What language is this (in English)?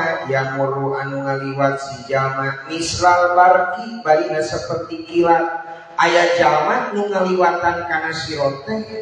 Sundanese